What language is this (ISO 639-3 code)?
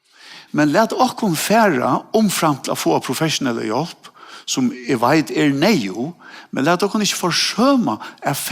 fao